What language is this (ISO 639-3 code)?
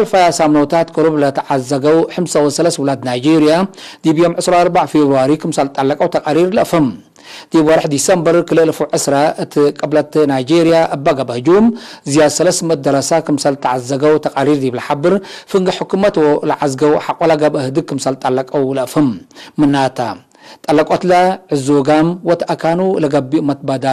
tig